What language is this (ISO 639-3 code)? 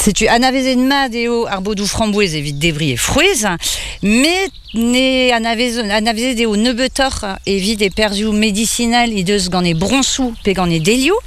bre